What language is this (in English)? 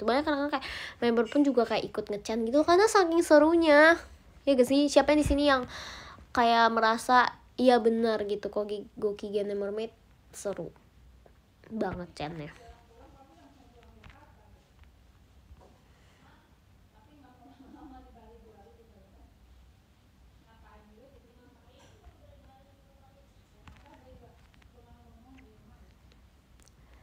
Indonesian